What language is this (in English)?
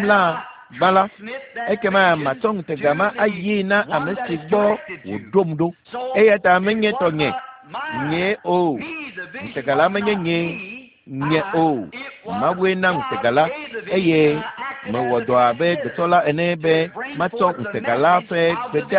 Ewe